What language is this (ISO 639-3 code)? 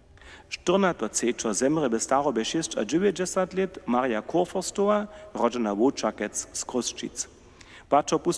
hsb